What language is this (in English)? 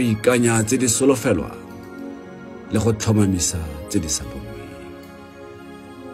Tswana